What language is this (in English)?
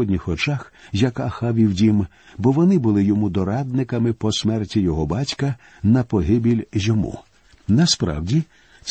Ukrainian